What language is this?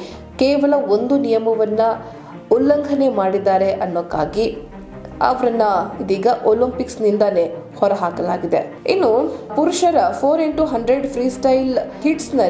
Kannada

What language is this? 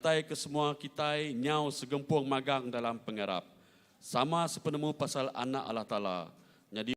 Iban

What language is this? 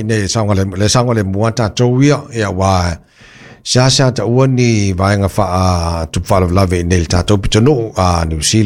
Samoan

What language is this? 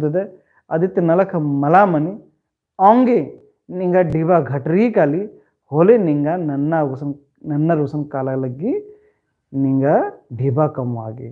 Kurukh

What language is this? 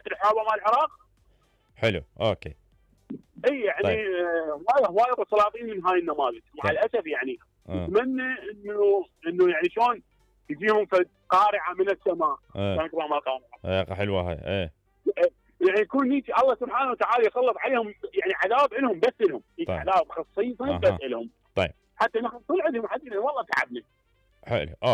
Mesopotamian Arabic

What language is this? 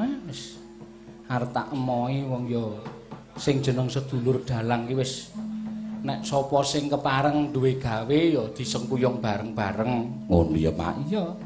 Javanese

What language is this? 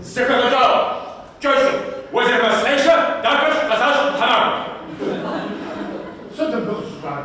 Kabardian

